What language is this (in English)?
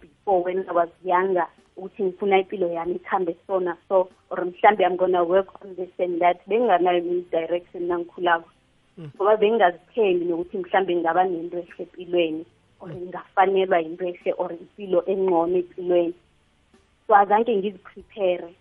South Ndebele